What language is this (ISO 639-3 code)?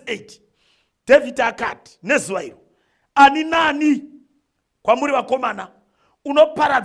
sna